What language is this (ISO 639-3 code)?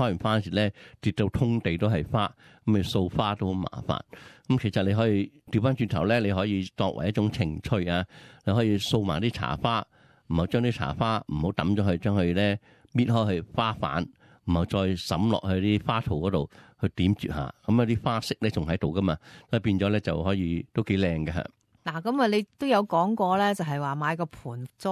yue